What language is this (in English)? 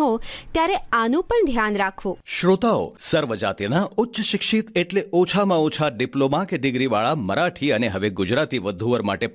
Gujarati